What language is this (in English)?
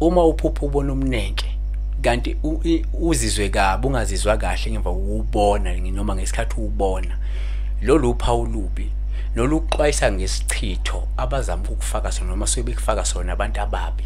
Zulu